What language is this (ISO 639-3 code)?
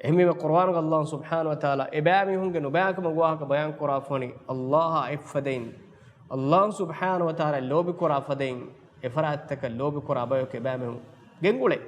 div